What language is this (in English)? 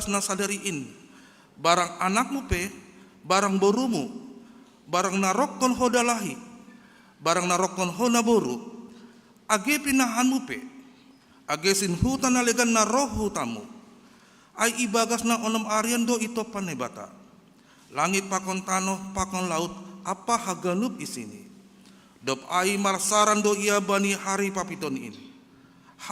Batak Simalungun